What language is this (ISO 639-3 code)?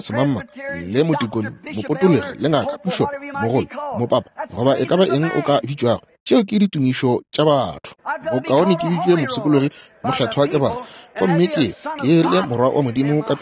nso